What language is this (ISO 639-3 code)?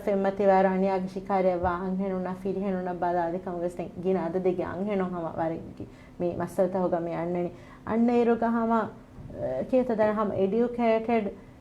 div